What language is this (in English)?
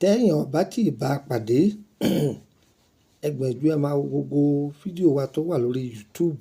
Yoruba